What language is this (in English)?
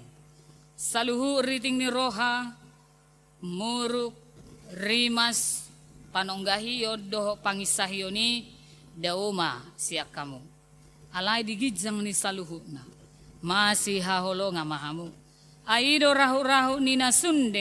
Batak Toba